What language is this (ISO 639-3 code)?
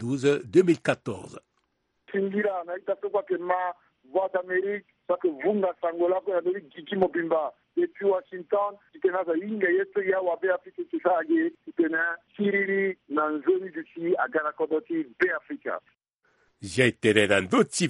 sag